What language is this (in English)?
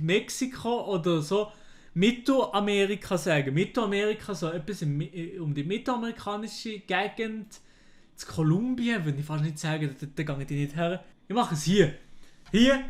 Swiss German